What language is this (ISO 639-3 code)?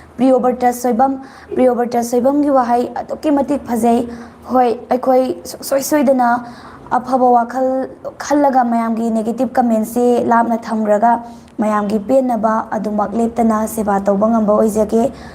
mni